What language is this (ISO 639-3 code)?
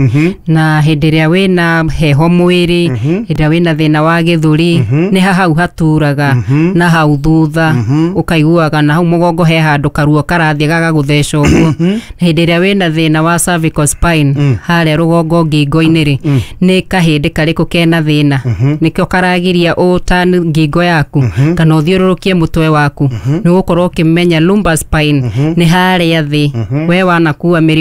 kik